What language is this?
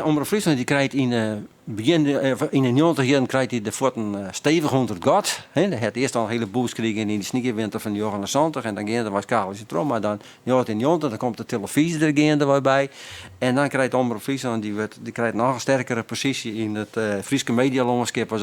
Western Frisian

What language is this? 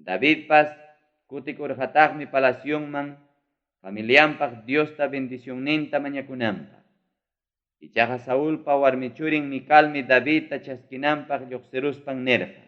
Ayacucho Quechua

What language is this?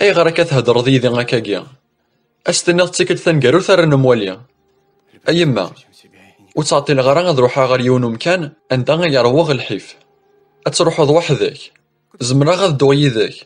Kabyle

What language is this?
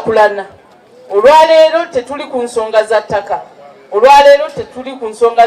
Ganda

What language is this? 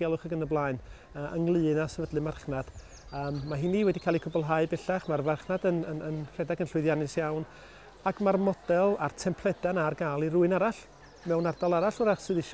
Welsh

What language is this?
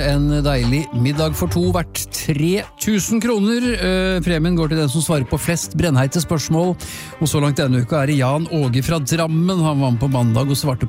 Norwegian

